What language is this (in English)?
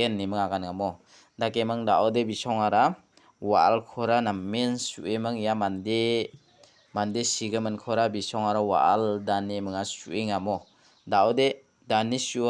Garo